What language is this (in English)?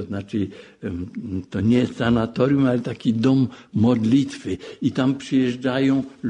Polish